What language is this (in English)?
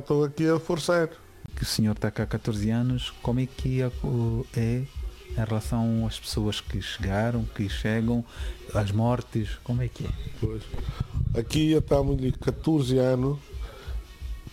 Portuguese